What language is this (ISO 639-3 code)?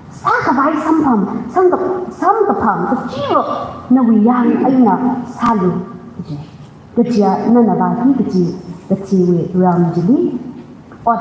nmf